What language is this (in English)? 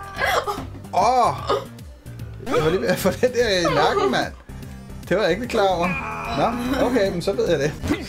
Danish